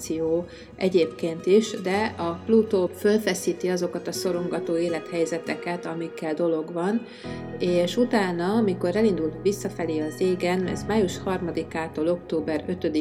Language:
Hungarian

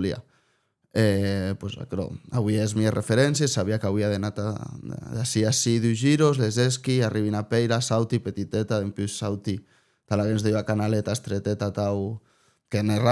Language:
Occitan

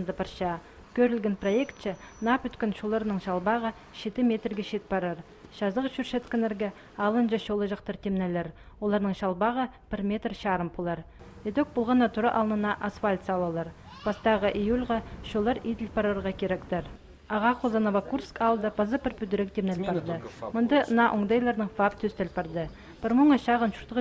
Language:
Khakas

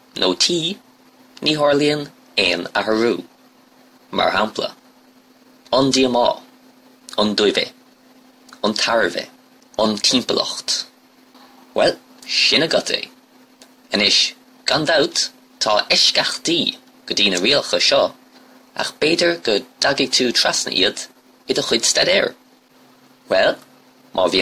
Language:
Irish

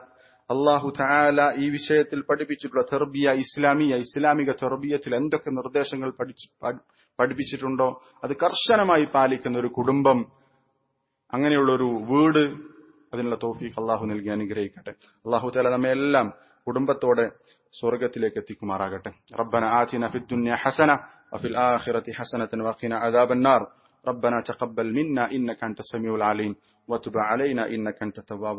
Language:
Malayalam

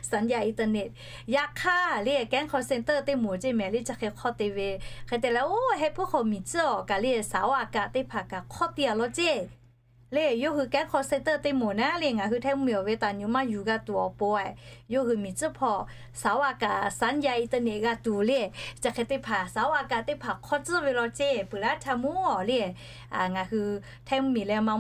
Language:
Lahu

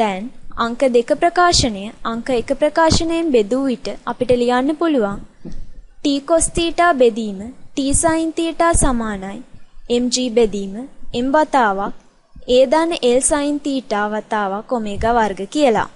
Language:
Sinhala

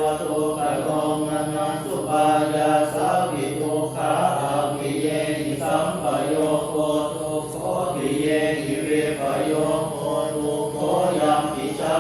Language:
Pali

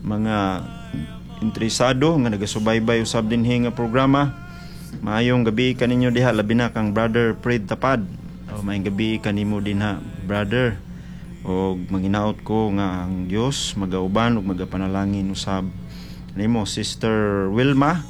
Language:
Cebuano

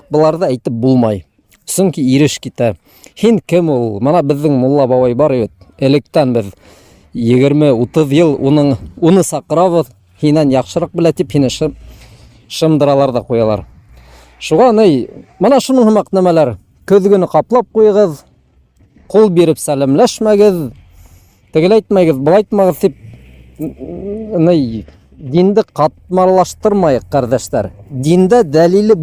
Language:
Bashkir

